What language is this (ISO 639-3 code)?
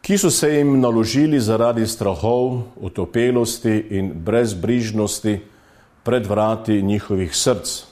slv